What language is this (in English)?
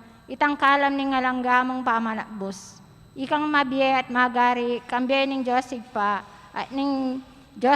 Pampanga